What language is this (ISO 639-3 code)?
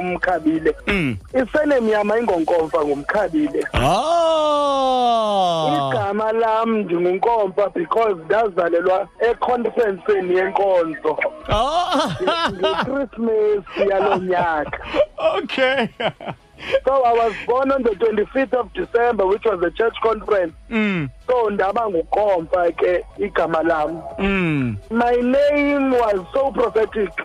xho